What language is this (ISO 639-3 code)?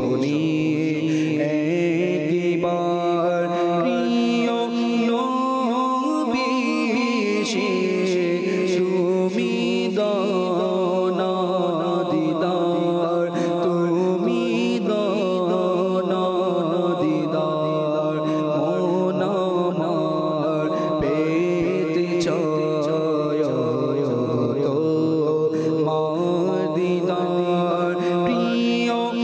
ben